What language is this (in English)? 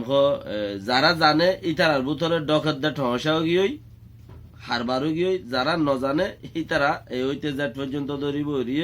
Rohingya